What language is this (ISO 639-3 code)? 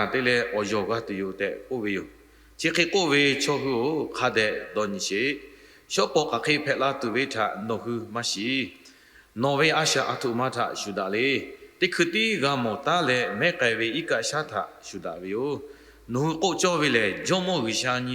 lhu